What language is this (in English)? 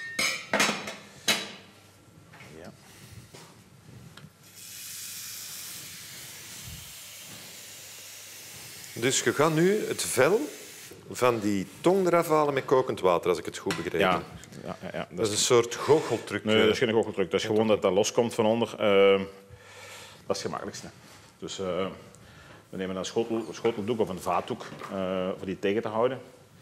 Dutch